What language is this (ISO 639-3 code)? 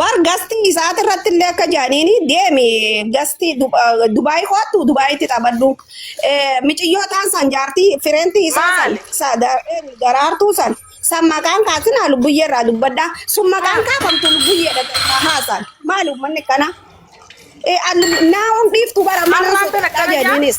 orm